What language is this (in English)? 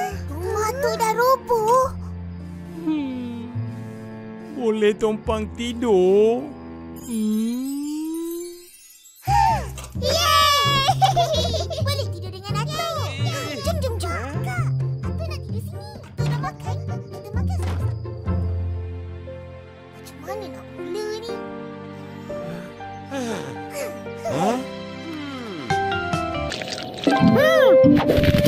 Malay